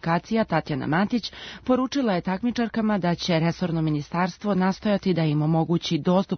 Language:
Serbian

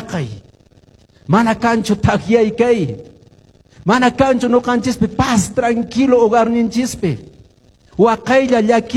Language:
Quechua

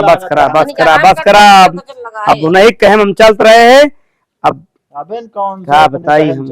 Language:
Awadhi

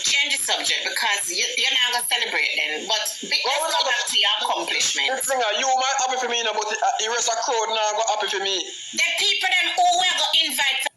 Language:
Jamaican Creole English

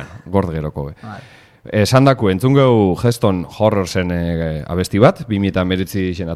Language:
Basque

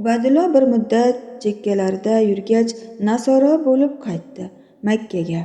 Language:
Uzbek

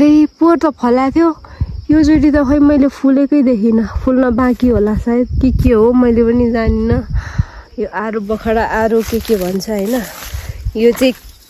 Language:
Nepali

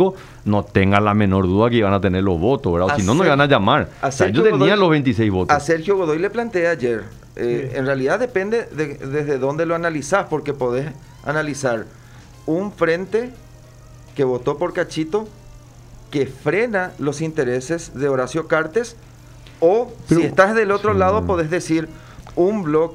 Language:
Spanish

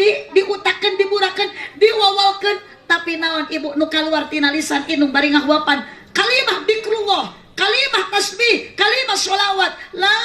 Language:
Sundanese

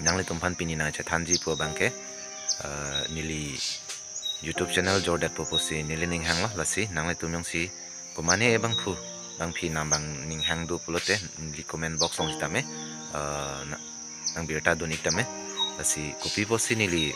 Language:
Karbi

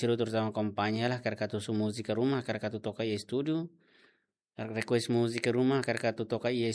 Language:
Tetum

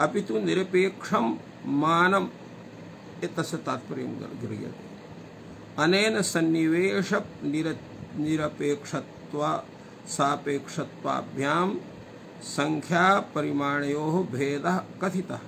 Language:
Sanskrit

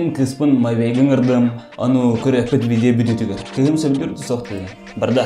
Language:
Yakut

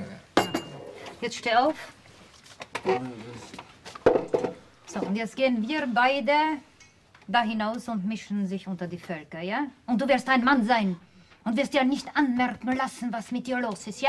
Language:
German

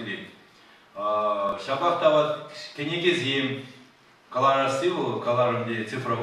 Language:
Chuvash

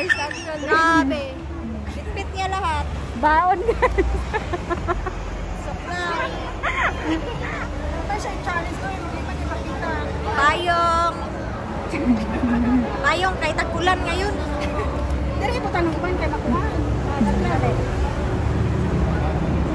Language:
Filipino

